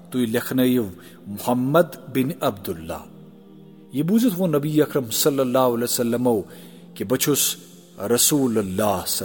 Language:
Kashmiri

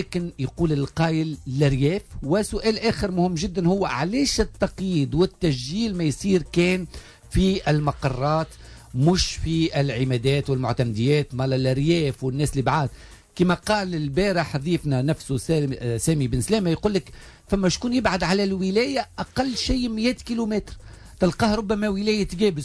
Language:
Tunisian Arabic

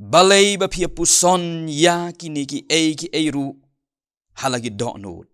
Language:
Khasi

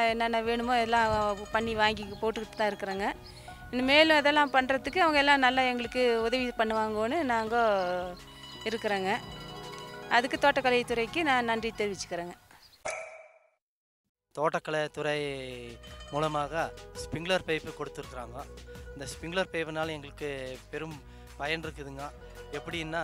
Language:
Tamil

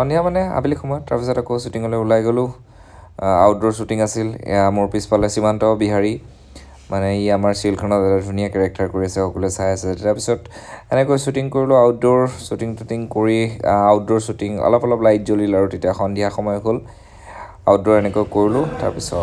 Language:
Assamese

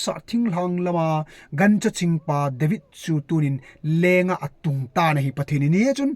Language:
Thado Chin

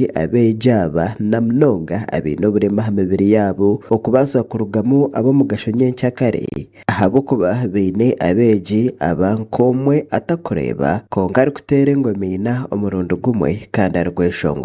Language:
Nyankole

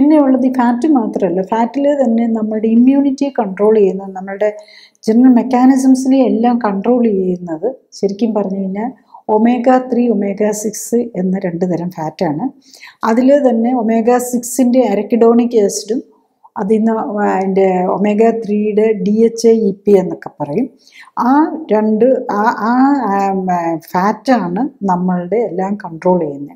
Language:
Malayalam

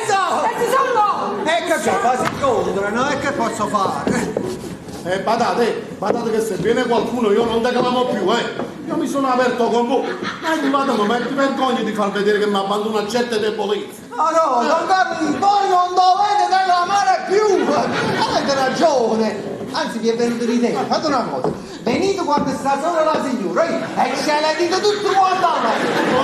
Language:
Neapolitan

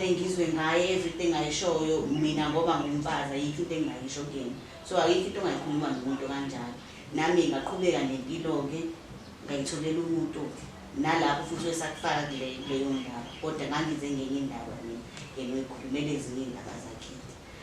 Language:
Zulu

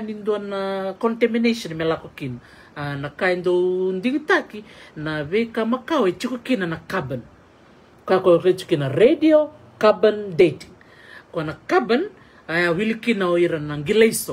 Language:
Fijian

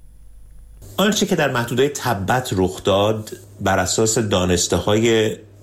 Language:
Persian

